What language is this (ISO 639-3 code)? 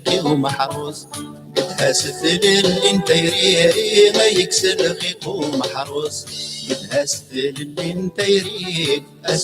kab